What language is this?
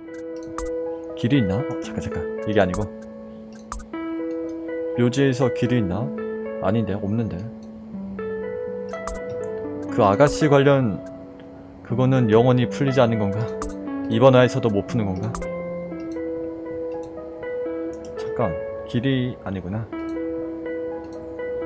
Korean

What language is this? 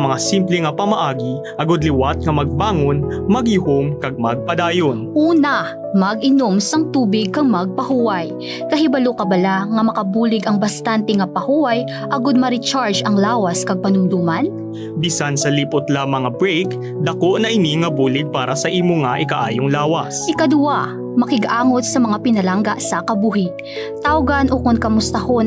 Hiligaynon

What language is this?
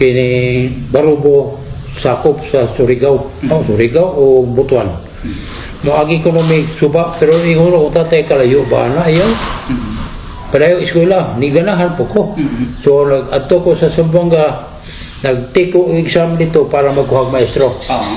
Cebuano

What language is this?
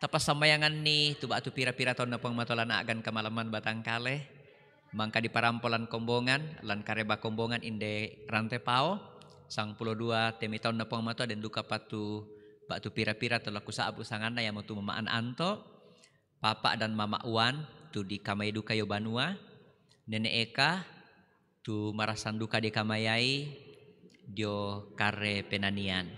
Toraja-Sa'dan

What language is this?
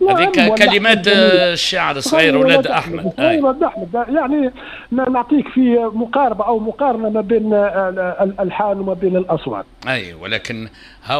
Tunisian Arabic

